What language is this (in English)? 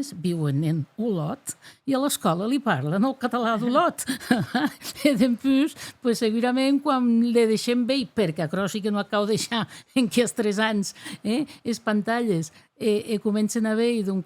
Occitan